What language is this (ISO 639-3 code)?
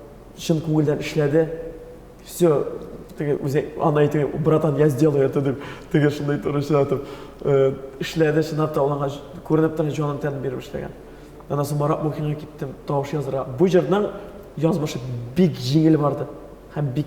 tat